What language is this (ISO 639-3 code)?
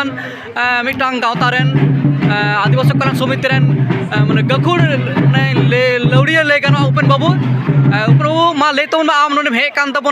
sat